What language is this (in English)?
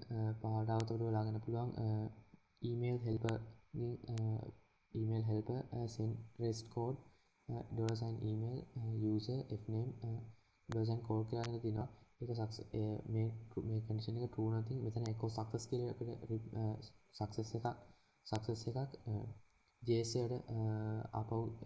Sinhala